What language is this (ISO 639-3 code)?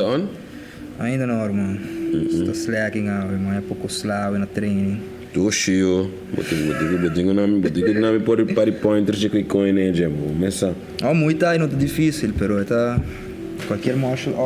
pap